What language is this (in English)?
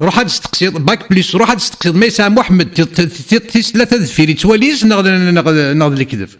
Kabyle